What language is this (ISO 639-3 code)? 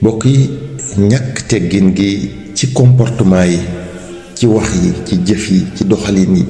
wol